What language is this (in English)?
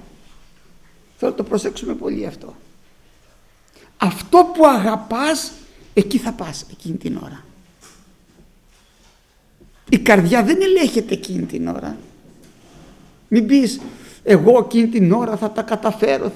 Greek